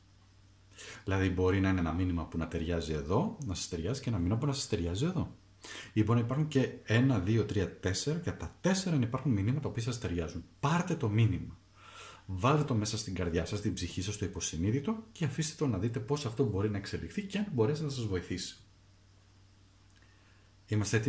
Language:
Greek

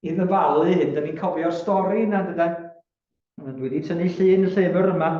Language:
Welsh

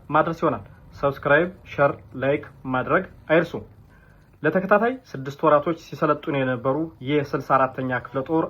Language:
Amharic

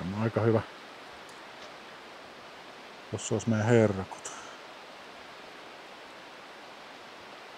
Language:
Finnish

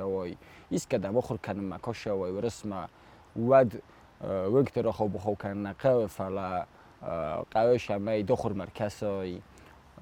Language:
Ossetic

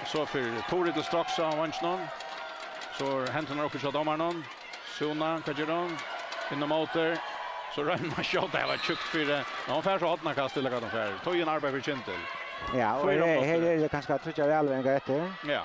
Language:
Faroese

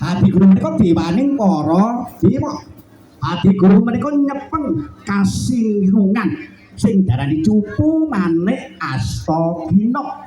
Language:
Javanese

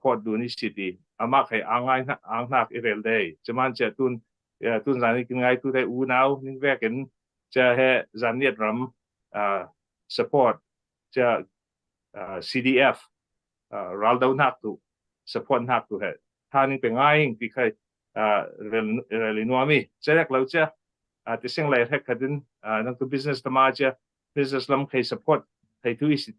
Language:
Falam Chin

